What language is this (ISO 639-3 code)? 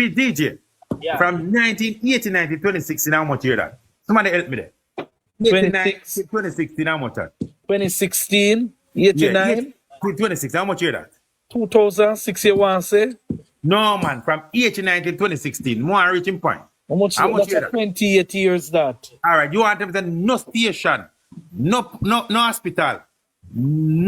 jam